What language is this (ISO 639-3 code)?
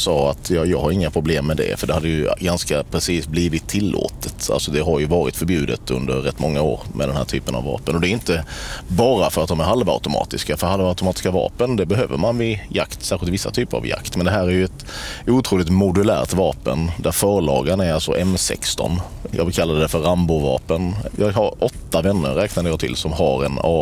swe